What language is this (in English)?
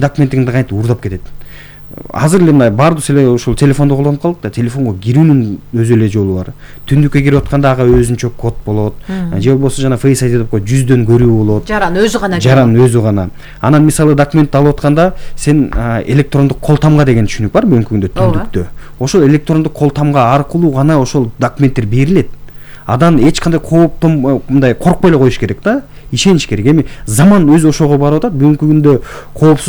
Kyrgyz